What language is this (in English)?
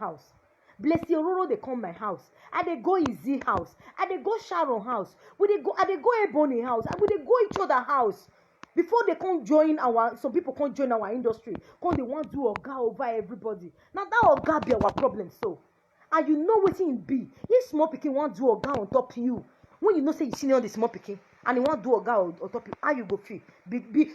Nigerian Pidgin